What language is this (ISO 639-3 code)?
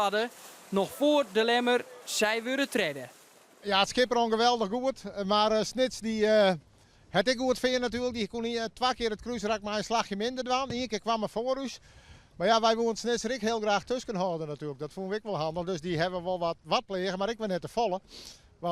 fry